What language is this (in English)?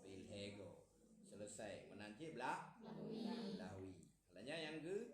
Achinese